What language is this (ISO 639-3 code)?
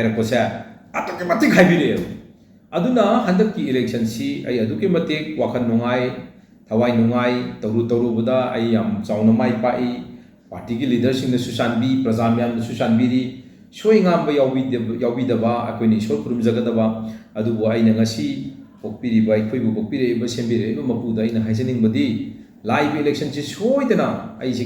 mni